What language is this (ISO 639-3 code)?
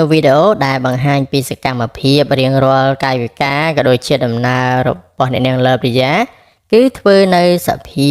khm